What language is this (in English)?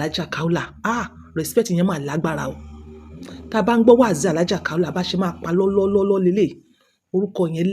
Yoruba